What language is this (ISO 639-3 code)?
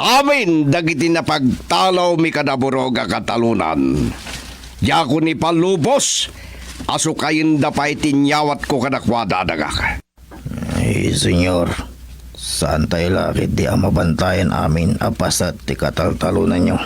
ilo